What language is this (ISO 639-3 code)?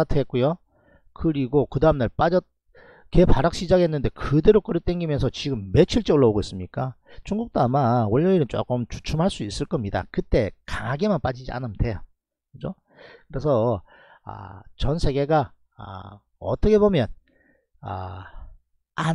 kor